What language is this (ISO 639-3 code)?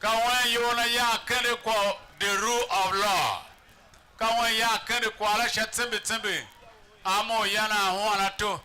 tiv